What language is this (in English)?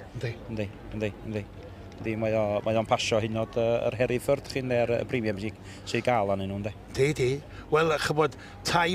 Welsh